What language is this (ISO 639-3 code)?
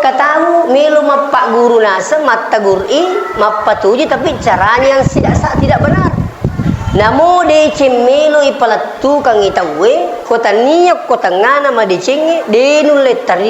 bug